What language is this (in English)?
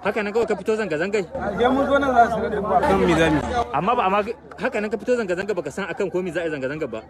Hausa